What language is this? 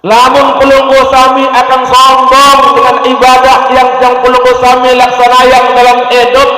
Sasak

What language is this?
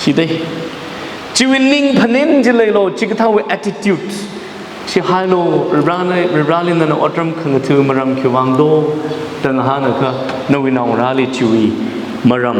Tangkhul Naga (India)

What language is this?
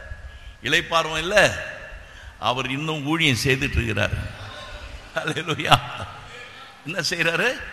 Tamil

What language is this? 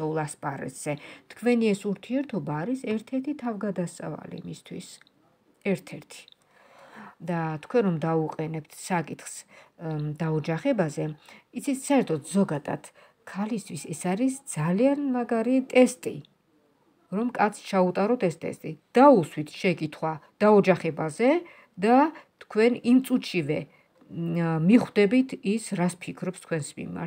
Georgian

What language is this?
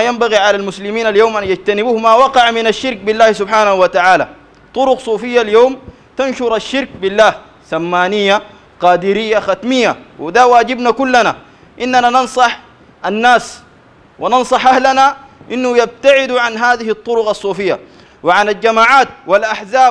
Sudanese Arabic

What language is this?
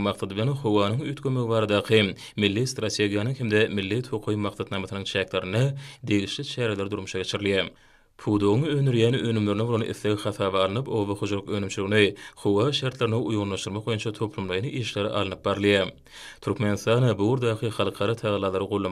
Turkmen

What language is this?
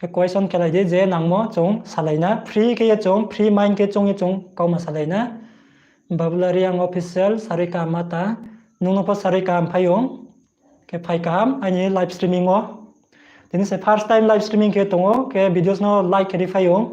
Riang (India)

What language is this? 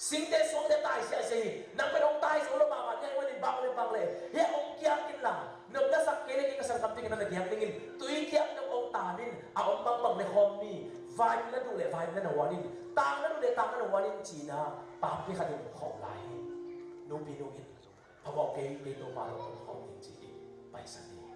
Tedim Chin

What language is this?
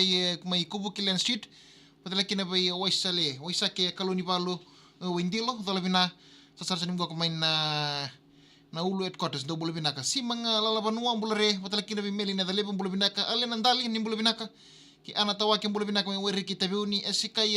Fijian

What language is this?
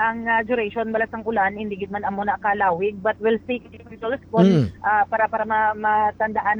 Hiligaynon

